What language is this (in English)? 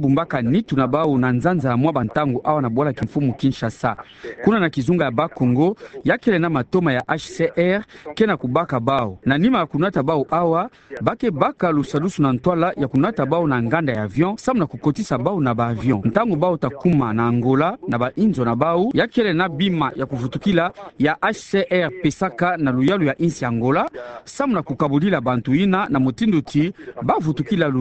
Kituba (Democratic Republic of Congo)